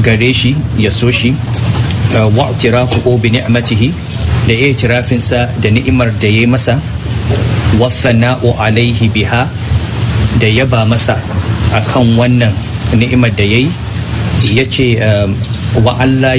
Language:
Hausa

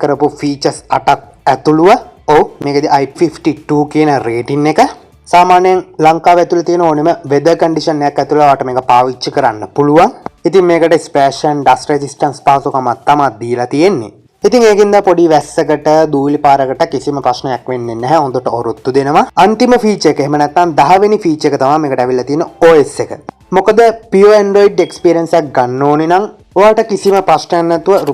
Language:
Sinhala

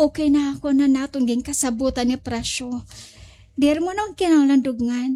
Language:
Waray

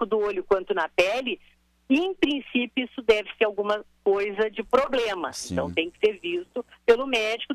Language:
Portuguese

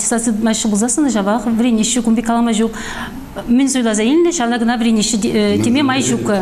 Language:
Chuvash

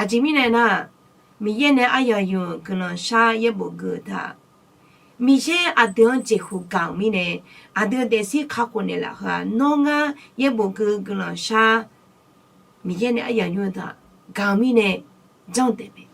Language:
Akha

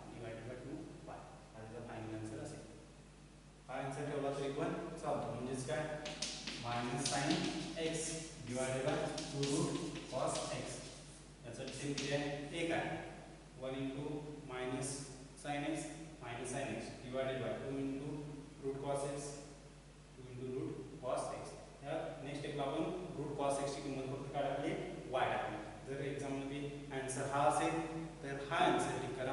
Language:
Marathi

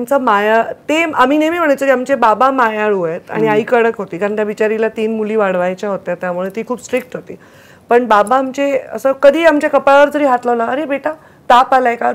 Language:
Marathi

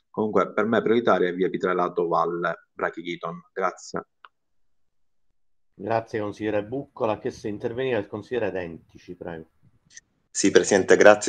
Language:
Italian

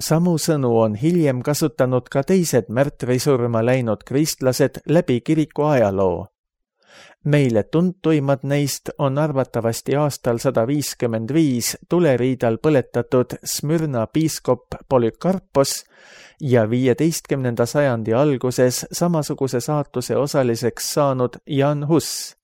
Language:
Estonian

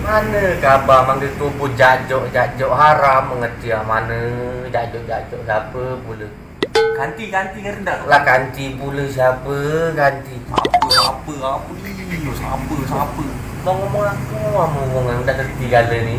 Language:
Musi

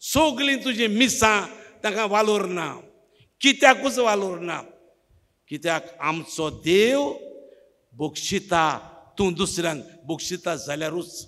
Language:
Konkani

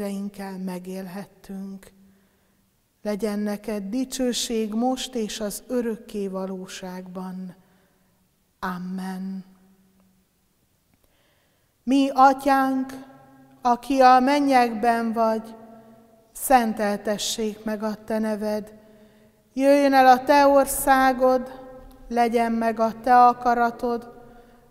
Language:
Hungarian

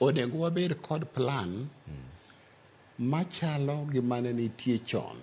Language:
Luo (Kenya and Tanzania)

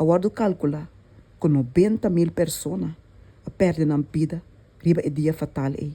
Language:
Papiamento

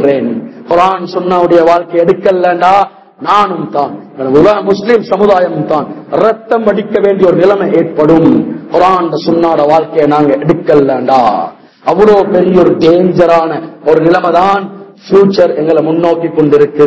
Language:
Tamil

